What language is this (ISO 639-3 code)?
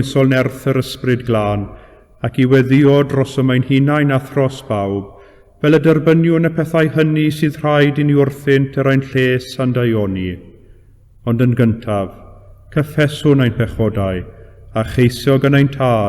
cym